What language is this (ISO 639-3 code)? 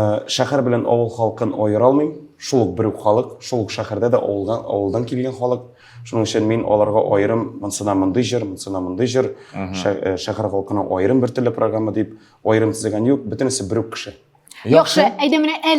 tat